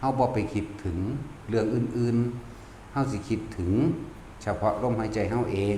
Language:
Northeastern Thai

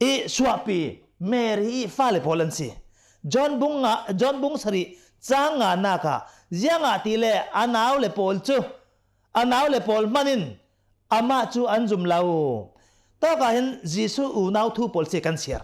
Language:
Hakha Chin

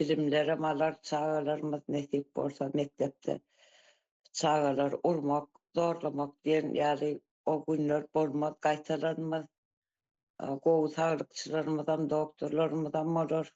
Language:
Turkmen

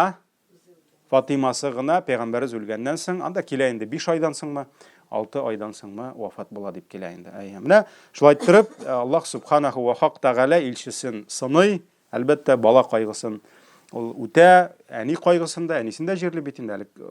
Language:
Tatar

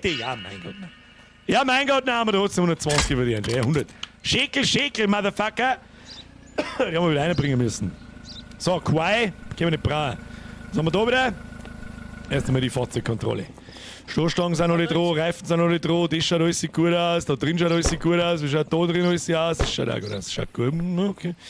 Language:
Bavarian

